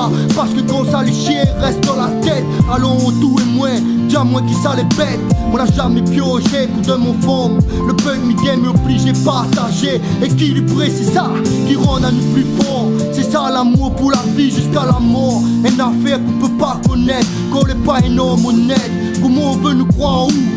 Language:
Réunion Creole French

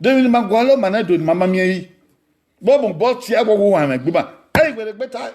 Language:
Bini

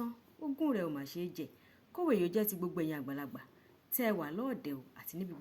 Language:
Yoruba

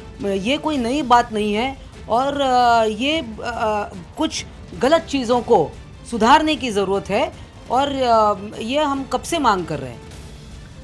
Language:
Hindi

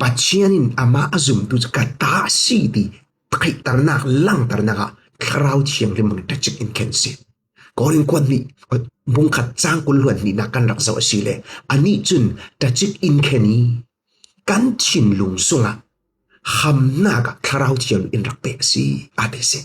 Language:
Falam Chin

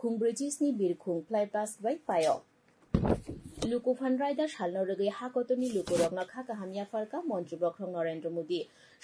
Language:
Kok Borok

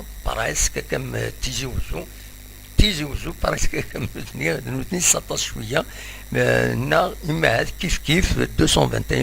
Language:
Kabyle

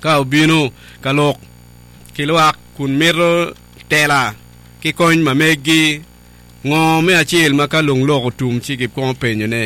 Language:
Acoli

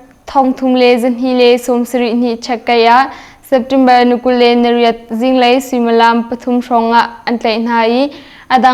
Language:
Hakha Chin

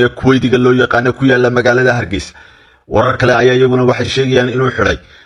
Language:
Somali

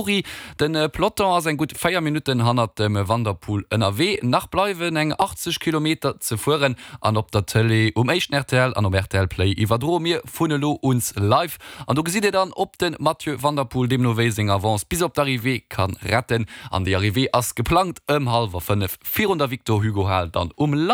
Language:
Luxembourgish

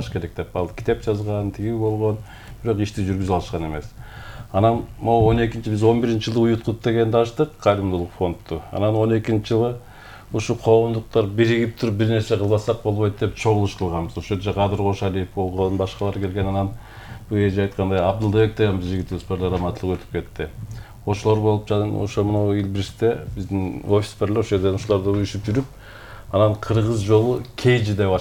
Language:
Kyrgyz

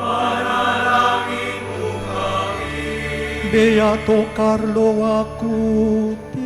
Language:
Pampanga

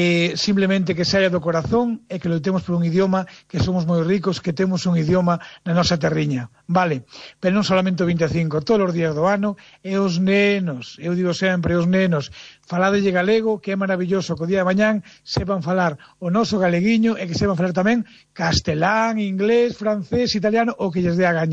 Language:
Galician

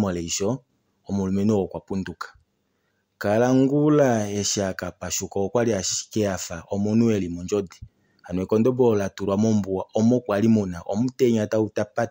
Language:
Kuanyama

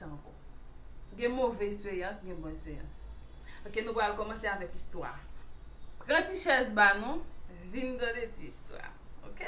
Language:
Haitian Creole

